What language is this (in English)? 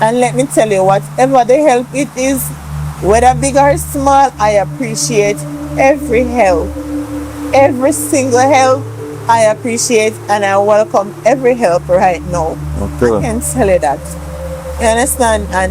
Jamaican Creole English